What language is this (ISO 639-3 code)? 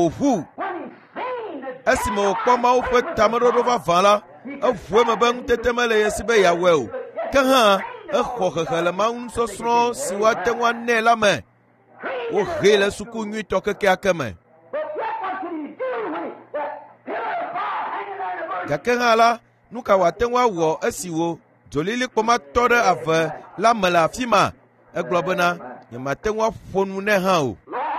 ewe